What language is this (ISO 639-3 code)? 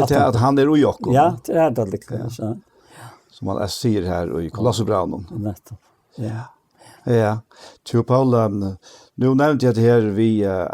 fao